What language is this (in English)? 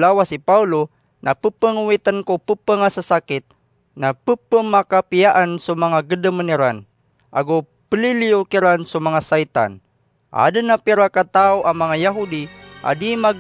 Maranao